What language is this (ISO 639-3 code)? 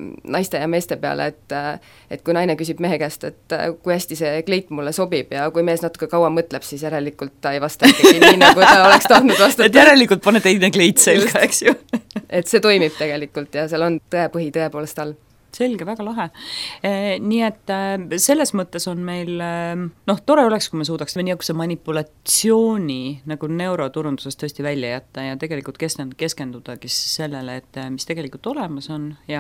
est